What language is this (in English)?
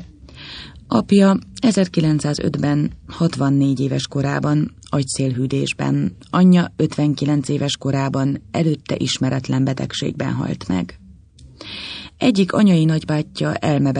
Hungarian